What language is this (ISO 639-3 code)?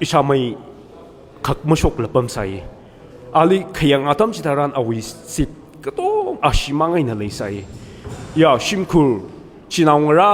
nmf